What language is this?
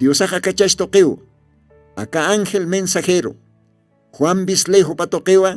Aymara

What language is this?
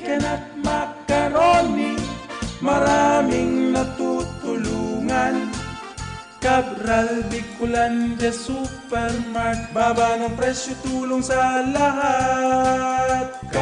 Bikol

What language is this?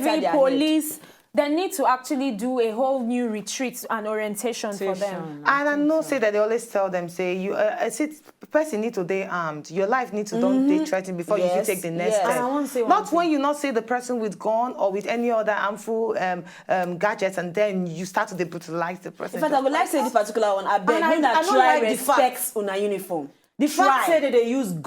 Nigerian Pidgin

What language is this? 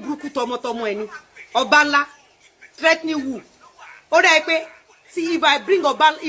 Yoruba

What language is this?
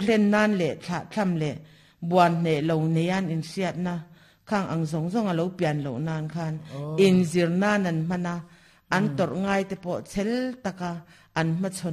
Mizo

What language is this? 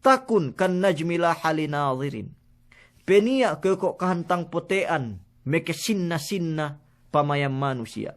Yakan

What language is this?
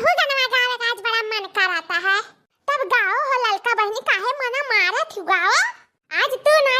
Awadhi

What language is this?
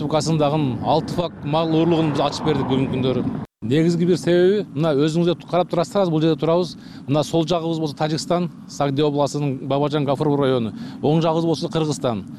Kyrgyz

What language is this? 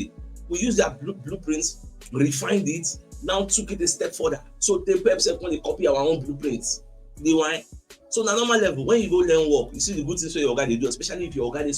Nigerian Pidgin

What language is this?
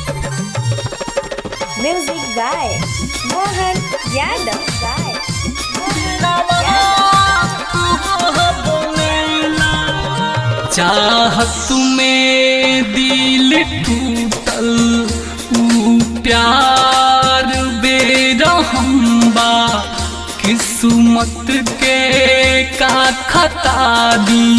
Bhojpuri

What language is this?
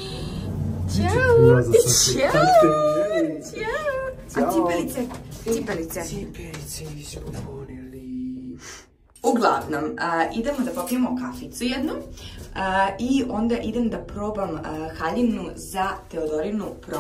Serbian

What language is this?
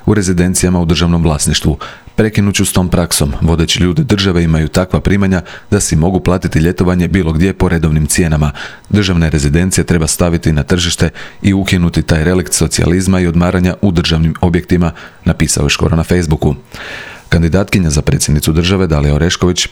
Croatian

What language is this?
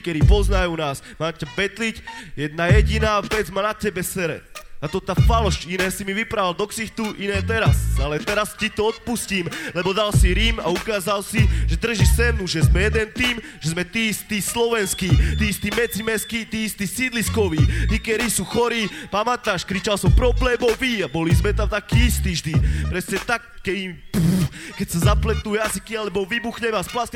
Slovak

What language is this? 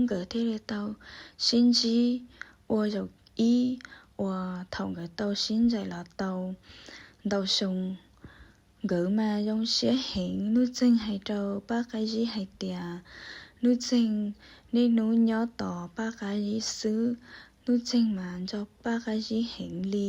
Hmong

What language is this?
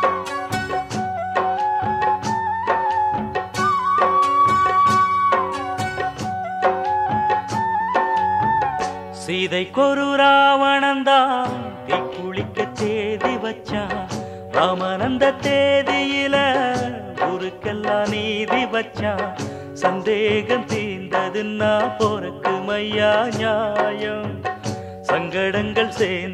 Tamil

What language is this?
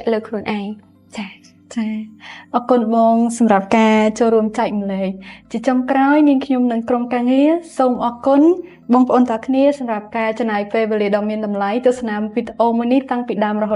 Khmer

